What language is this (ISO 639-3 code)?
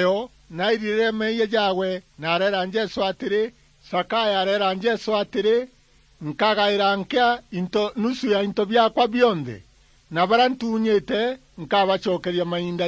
mer